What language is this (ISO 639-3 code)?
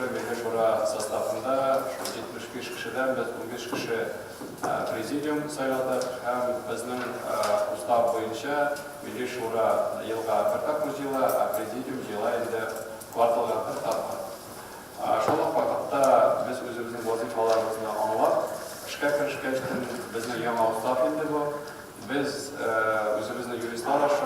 tat